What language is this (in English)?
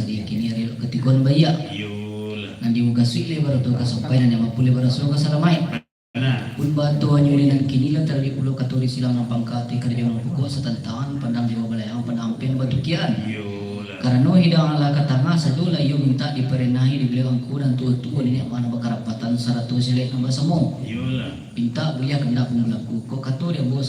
Minangkabau